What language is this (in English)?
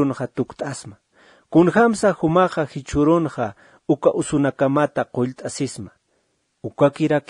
Aymara